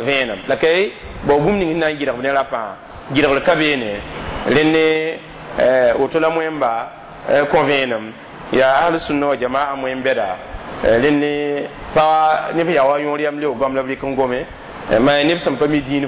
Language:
Mossi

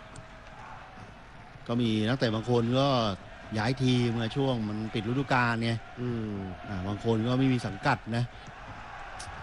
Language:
Thai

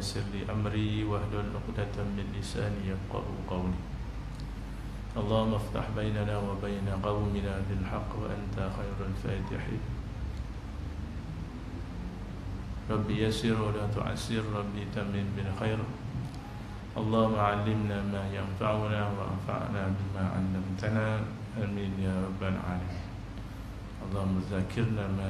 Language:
Malay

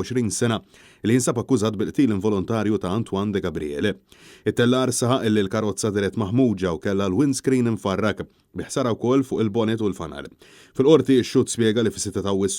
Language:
Maltese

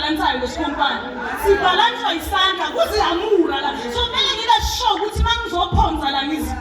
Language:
Zulu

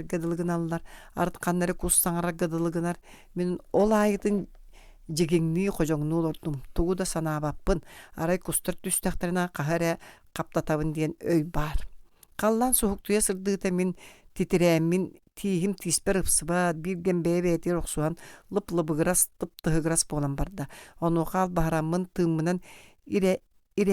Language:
Yakut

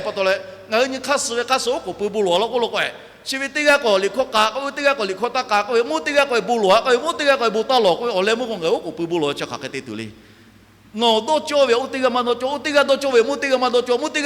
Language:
Lahu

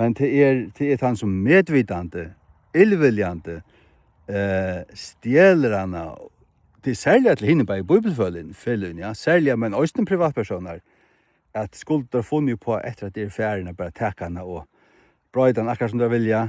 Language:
Faroese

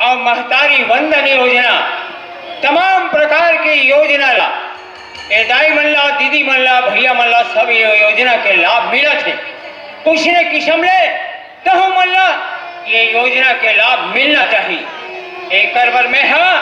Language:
Chhattisgarhi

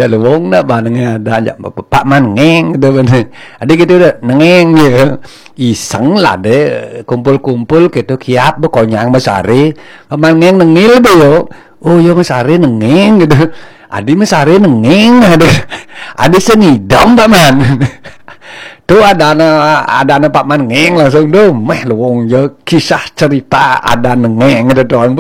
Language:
Balinese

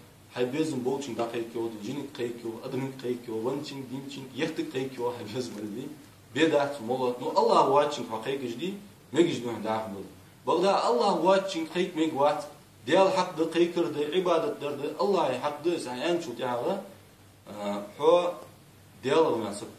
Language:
Ingush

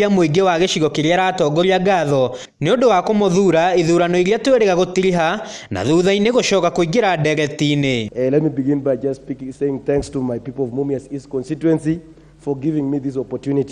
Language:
Kikuyu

